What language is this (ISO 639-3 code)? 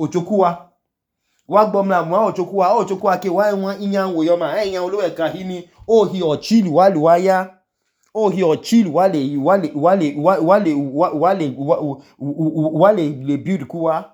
idu